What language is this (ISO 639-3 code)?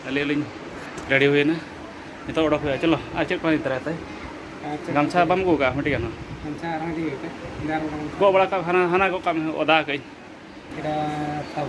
sat